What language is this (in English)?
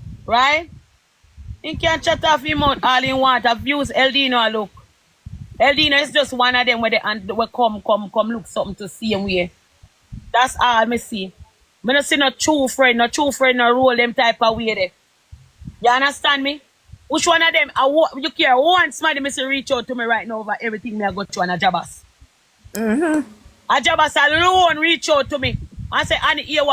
Jamaican Creole English